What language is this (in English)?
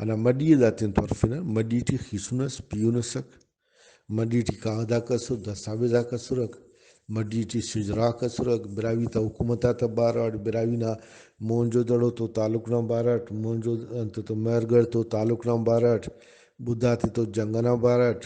Brahui